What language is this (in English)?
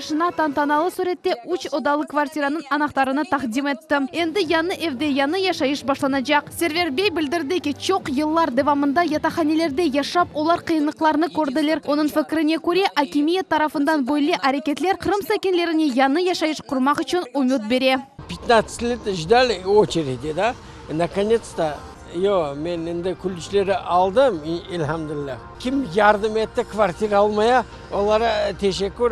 Crimean Tatar